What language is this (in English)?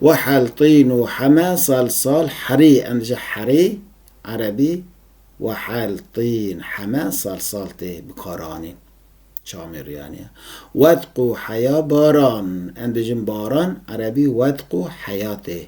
Kurdish